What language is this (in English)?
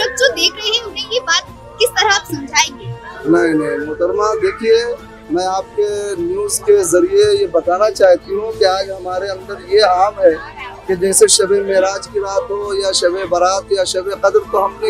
Hindi